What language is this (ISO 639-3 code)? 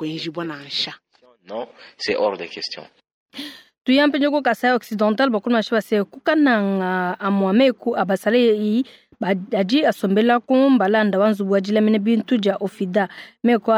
lua